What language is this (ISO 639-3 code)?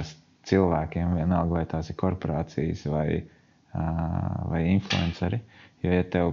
lav